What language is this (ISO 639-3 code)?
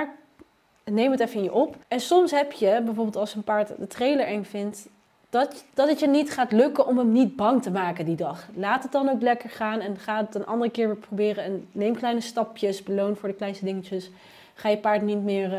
nld